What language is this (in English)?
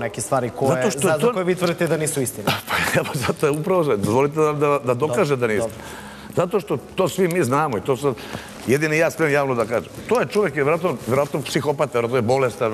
Serbian